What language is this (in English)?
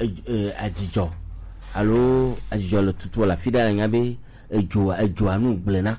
Gen